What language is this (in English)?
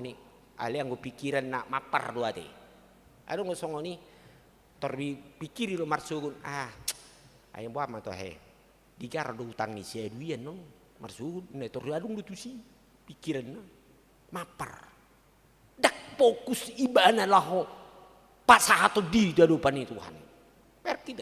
Batak Toba